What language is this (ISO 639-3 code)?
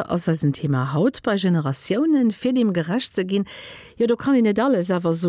ltz